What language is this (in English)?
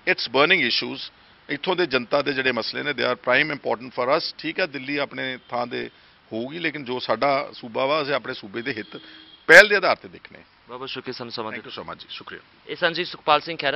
Punjabi